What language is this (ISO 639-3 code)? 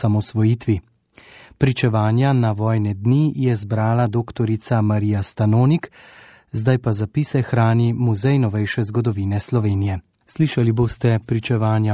slv